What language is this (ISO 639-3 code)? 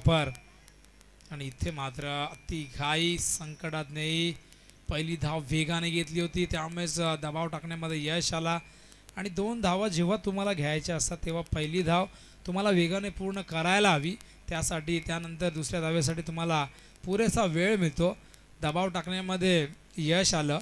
mar